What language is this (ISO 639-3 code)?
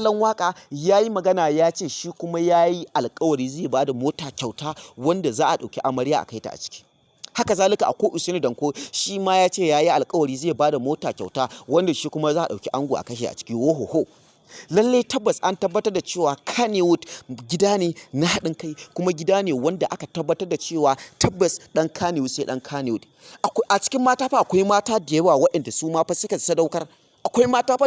hau